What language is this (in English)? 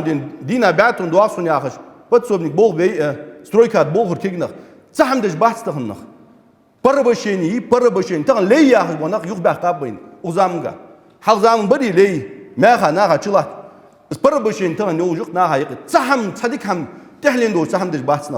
Ingush